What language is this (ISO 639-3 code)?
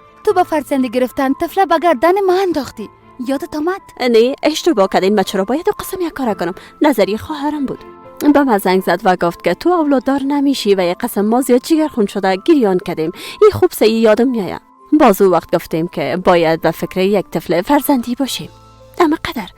fas